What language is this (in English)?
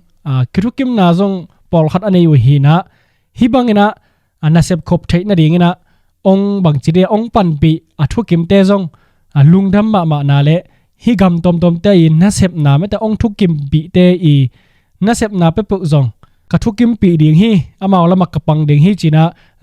Tedim Chin